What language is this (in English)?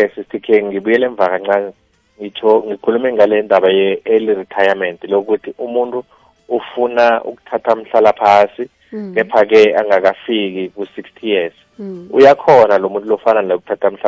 South Ndebele